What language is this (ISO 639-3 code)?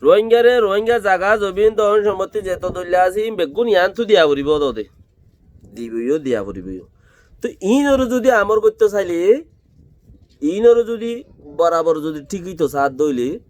rhg